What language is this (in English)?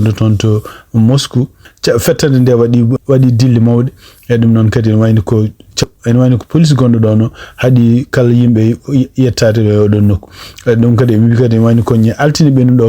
Fula